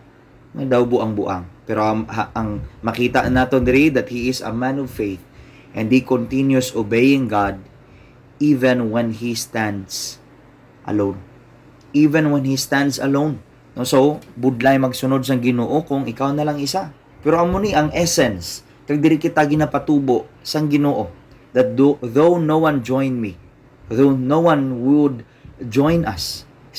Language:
Hiligaynon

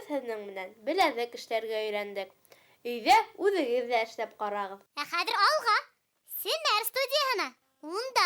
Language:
Bashkir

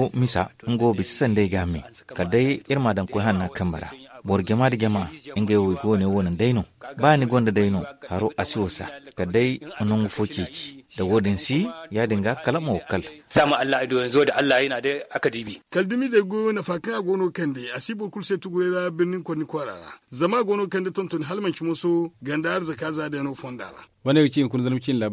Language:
Zarma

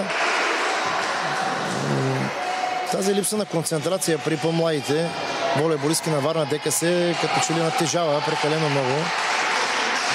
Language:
Bulgarian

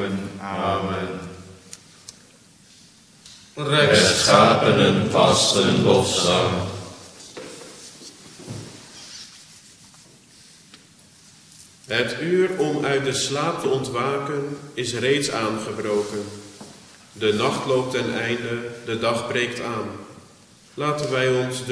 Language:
Dutch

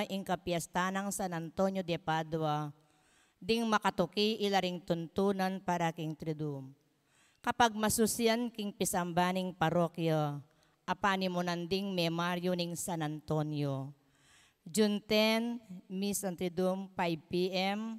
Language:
Pampanga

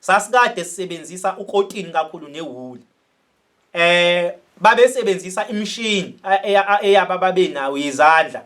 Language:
Zulu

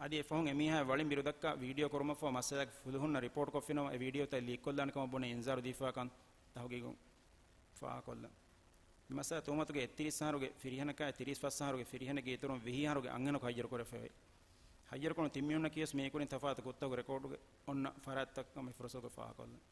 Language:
Divehi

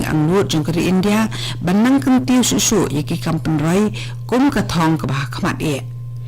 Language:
Khasi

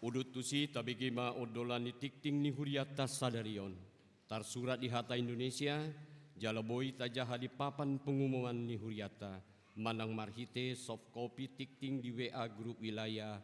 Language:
Batak Toba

